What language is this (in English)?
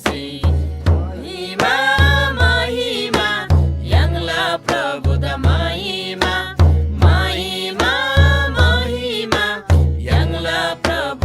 Eastern Tamang